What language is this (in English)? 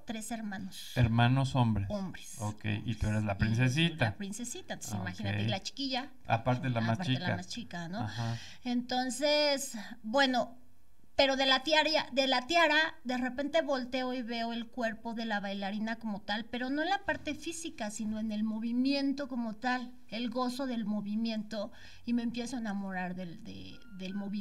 Spanish